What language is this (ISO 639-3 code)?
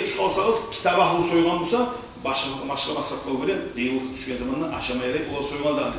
kum